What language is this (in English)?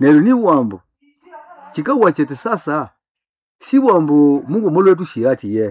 Nande